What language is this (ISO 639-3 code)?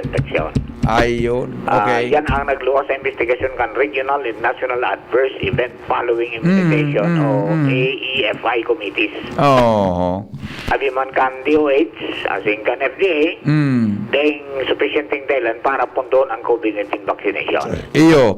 bik